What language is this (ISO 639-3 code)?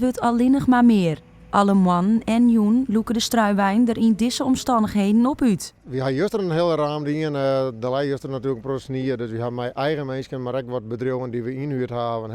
fry